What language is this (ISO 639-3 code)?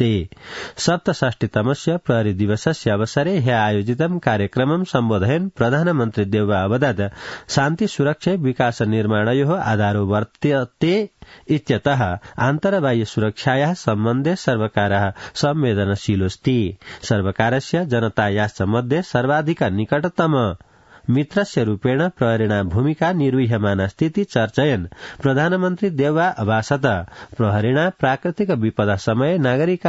san